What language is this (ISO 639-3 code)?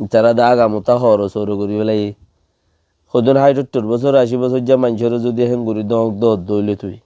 rhg